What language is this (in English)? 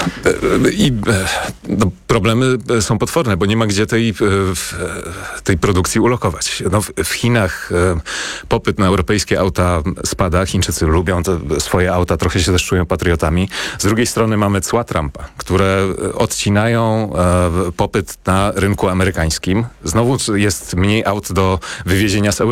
Polish